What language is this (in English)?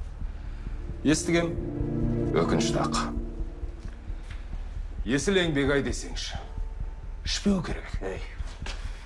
Kazakh